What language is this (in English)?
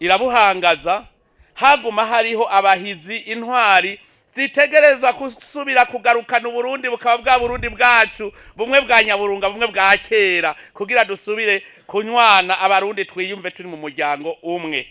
Rundi